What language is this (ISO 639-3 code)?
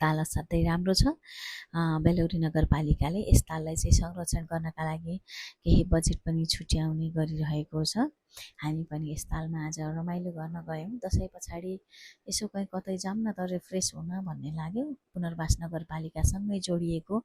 nep